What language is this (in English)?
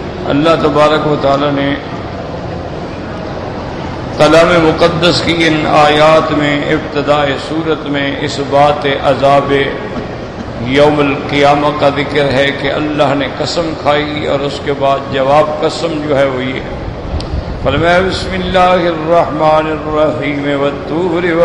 Urdu